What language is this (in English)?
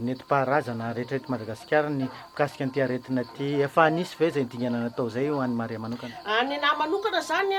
Malagasy